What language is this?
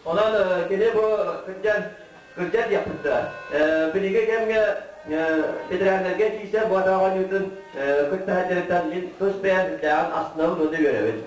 Yakut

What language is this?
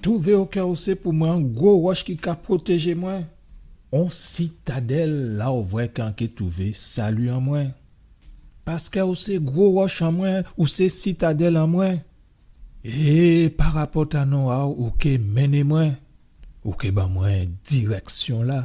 Guadeloupean Creole French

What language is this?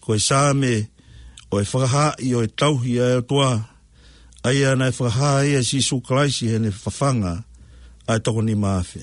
Tongan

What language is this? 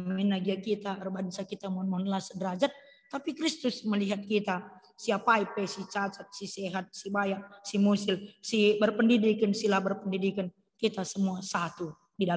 Batak Karo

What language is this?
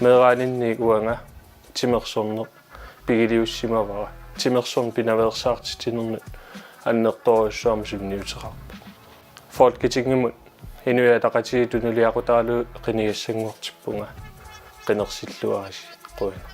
Kalaallisut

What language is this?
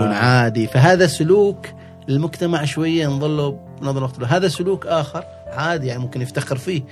Gulf Arabic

